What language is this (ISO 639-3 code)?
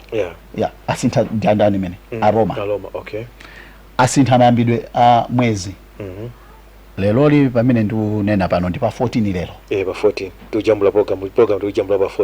nya